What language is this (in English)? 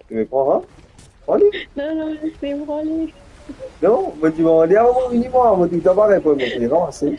Morisyen